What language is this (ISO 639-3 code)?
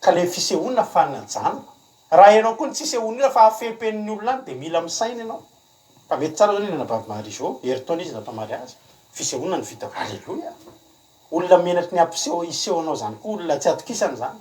mlg